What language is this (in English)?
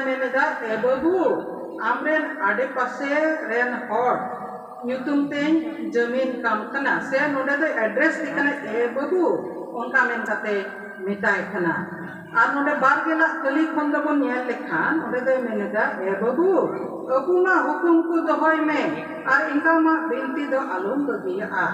Santali